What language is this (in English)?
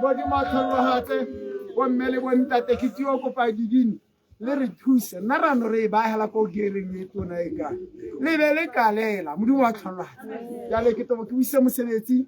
Tswana